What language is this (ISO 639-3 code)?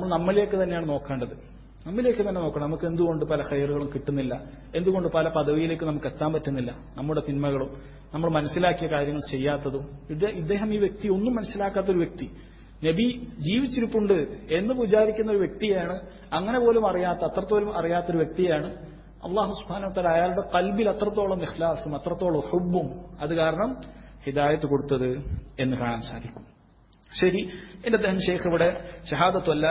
mal